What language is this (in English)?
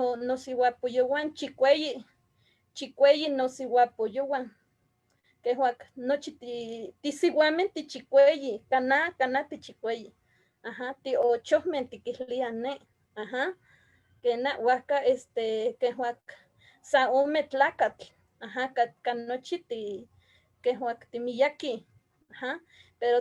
Eastern Huasteca Nahuatl